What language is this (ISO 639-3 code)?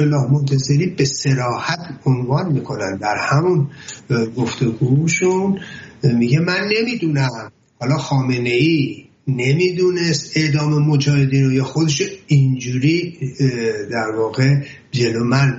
fas